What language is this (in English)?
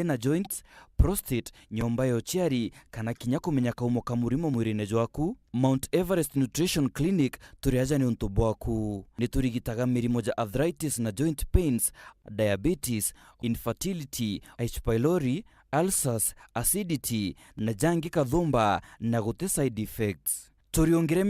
Meru